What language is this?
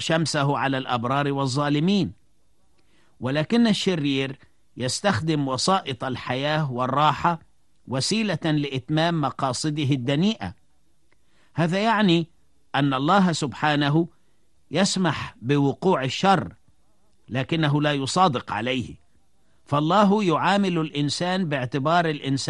Arabic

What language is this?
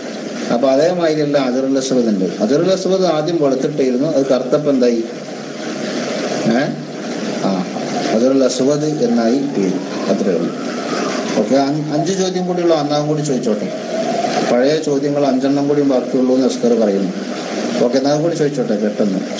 Malayalam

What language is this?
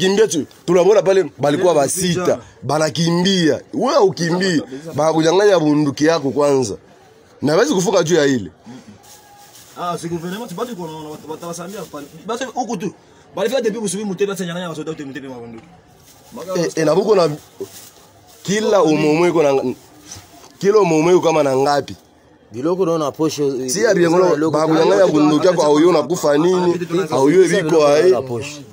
Swahili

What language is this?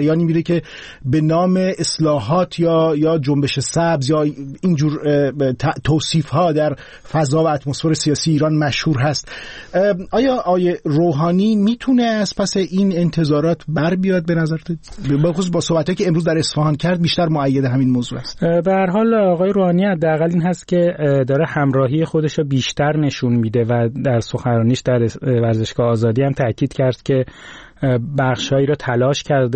Persian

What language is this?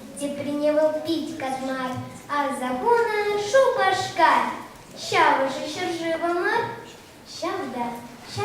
Chuvash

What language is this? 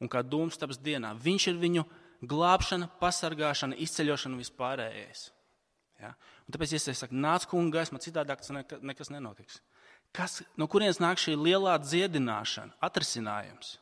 Latvian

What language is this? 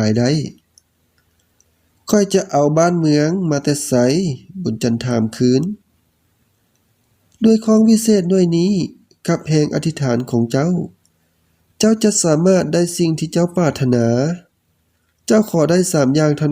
Lao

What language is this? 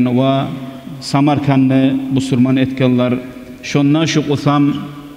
Kumyk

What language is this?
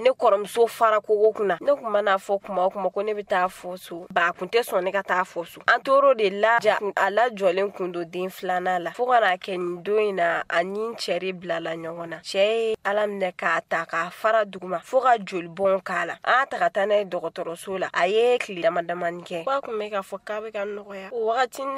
Bambara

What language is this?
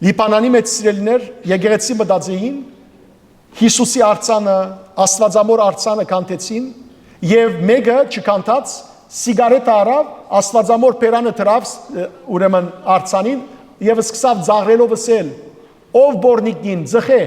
Western Armenian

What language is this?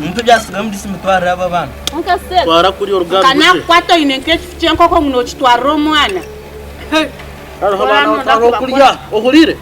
Nyankole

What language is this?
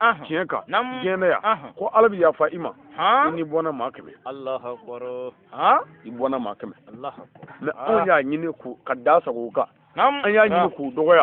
Bambara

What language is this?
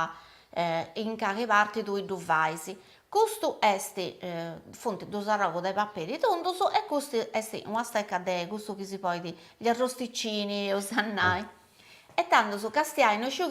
Sardinian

